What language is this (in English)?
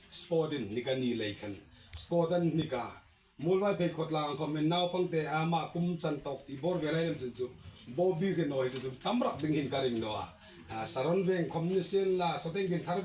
Hmar